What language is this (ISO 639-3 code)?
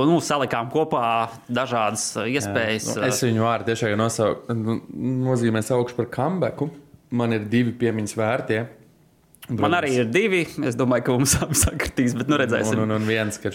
lav